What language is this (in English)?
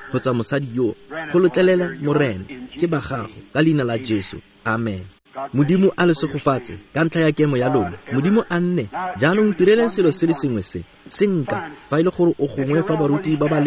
Tswana